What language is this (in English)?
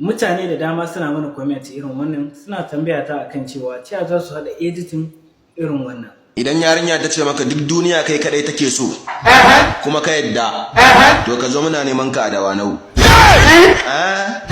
Hausa